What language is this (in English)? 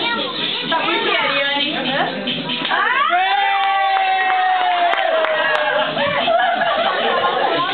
Portuguese